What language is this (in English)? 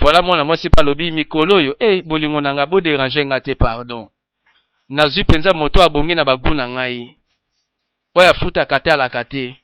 Lingala